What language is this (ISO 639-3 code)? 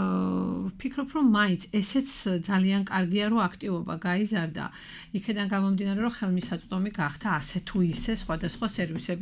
kat